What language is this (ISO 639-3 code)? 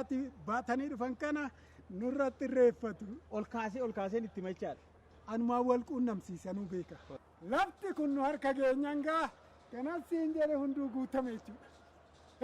orm